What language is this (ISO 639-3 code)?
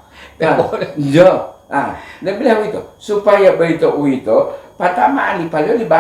gor